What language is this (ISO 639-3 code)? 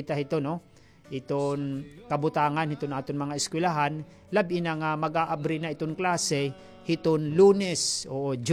war